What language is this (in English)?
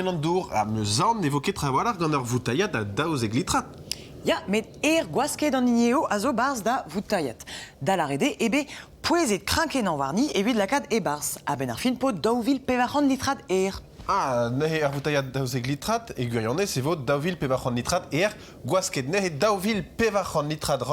Breton